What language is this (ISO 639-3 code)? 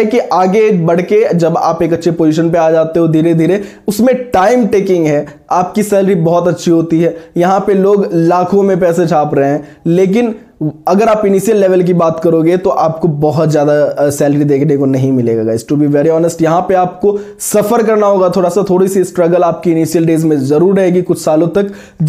hin